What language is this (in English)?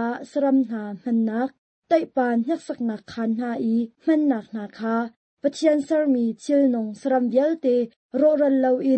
Hakha Chin